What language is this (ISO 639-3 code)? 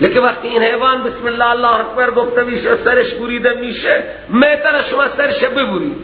fas